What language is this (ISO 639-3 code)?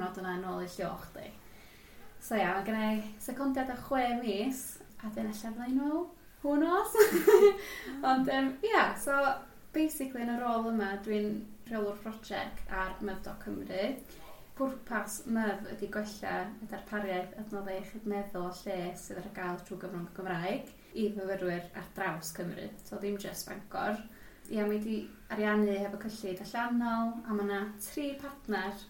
cym